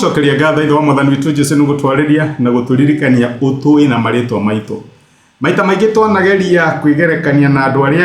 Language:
Kikuyu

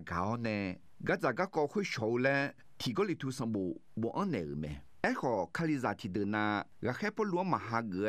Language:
Akha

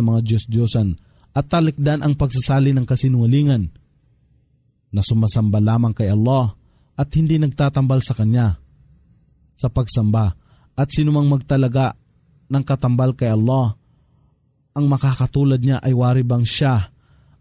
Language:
Filipino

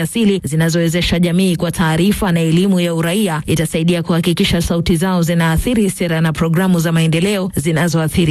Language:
Swahili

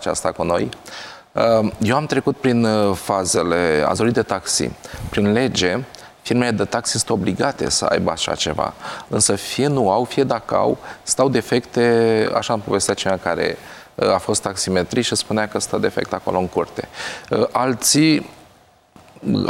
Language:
Romanian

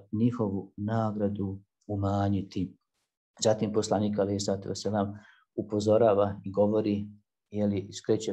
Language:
Bosnian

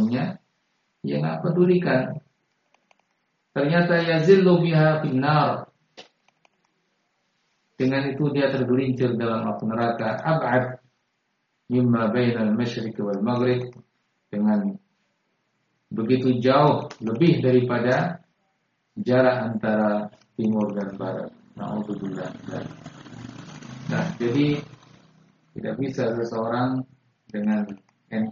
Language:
Indonesian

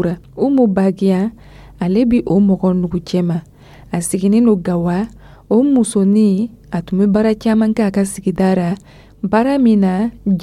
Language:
Dyula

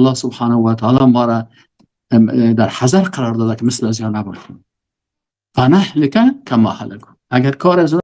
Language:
Persian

